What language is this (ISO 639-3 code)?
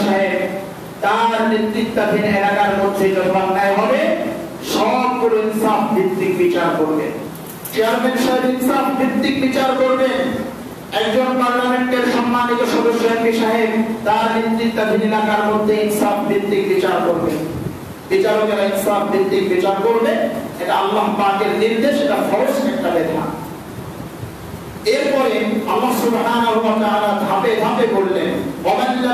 ben